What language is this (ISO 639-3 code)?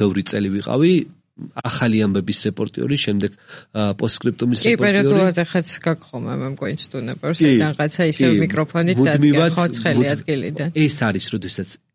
kat